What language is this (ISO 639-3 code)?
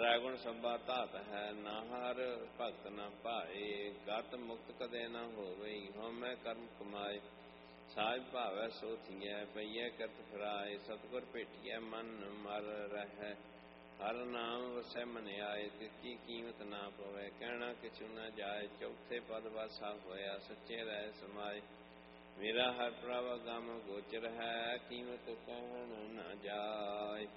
pan